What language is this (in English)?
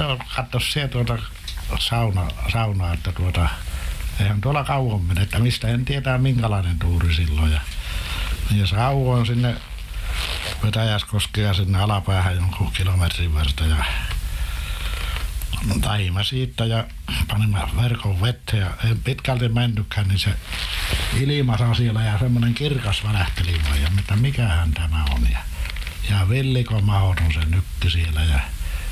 Finnish